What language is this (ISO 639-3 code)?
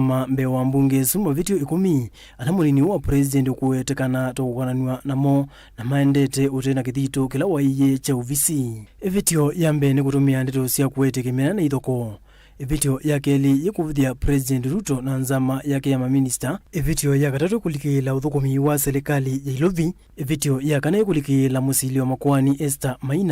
kam